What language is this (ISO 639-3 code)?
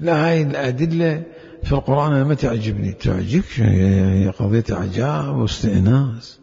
acm